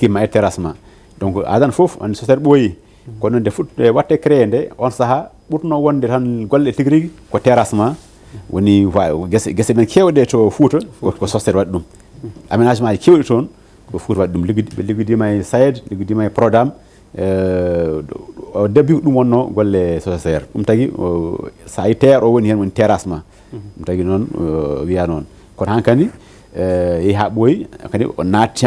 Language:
Fula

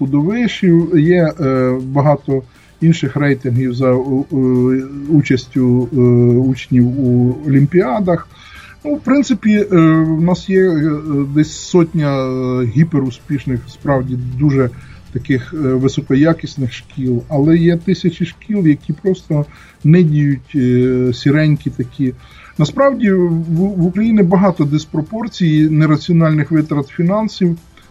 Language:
Ukrainian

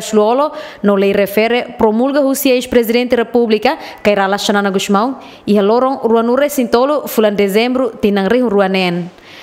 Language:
Tetum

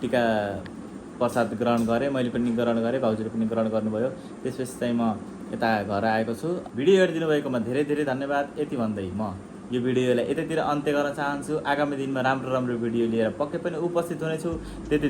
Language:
Nepali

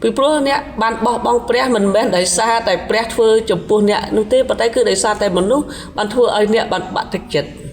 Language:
Khmer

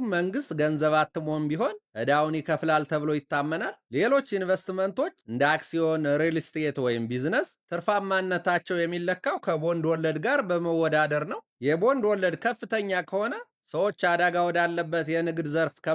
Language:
Amharic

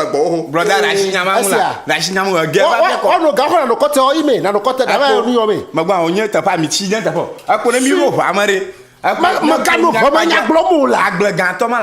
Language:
Ewe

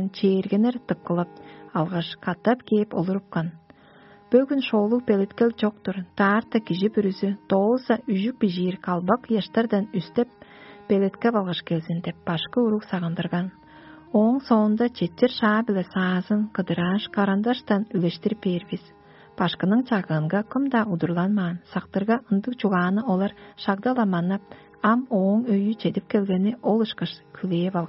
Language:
Tuvinian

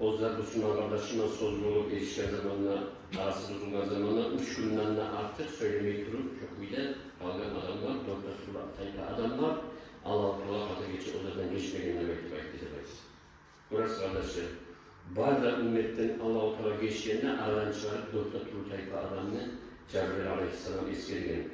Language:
Kumyk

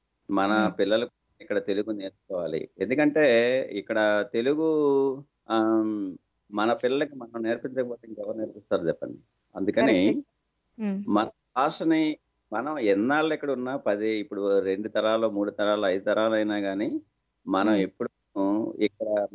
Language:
Telugu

